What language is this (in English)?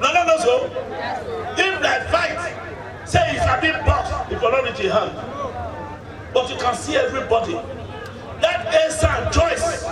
Nigerian Pidgin